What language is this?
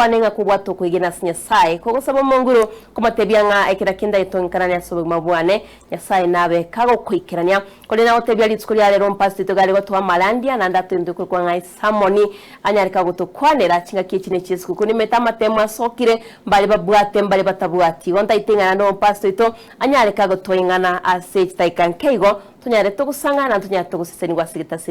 Gusii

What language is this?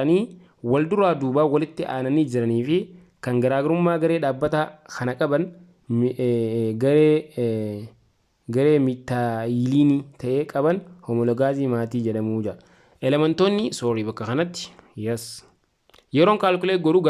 Oromo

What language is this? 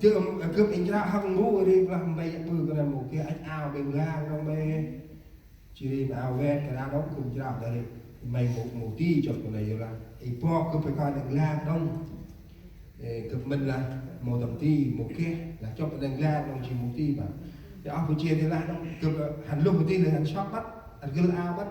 Central Mnong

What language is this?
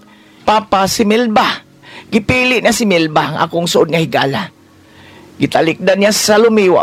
Cebuano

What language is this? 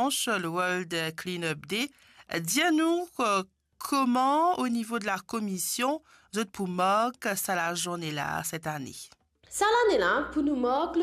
Morisyen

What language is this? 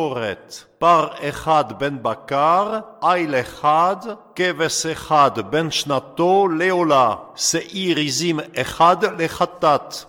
Hebrew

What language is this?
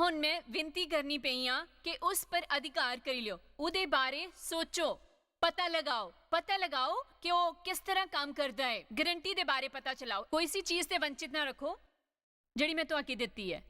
Dogri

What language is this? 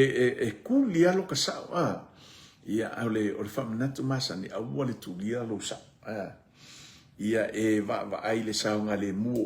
Samoan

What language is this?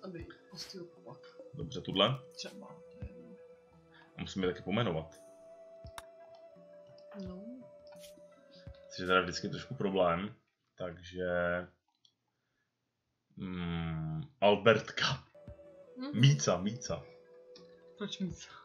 Czech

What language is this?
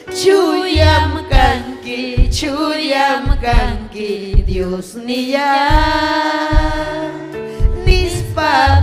Ayacucho Quechua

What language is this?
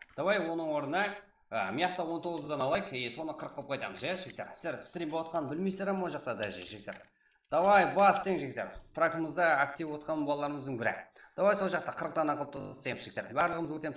Kara-Kalpak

